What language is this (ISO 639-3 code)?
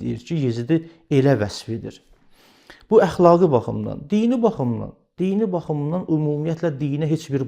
aze